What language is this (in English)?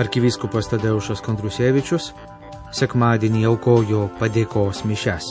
Lithuanian